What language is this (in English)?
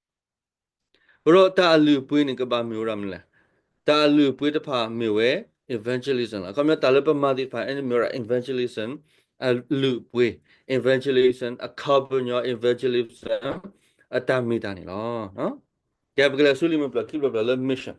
S'gaw Karen